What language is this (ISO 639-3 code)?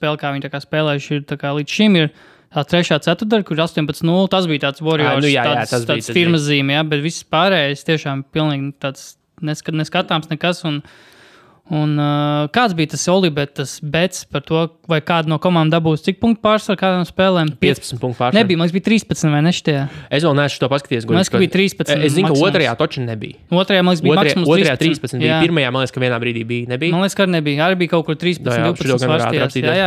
lav